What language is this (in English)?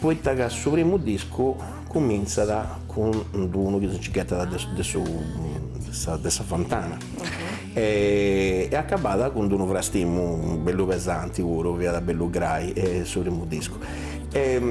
Sardinian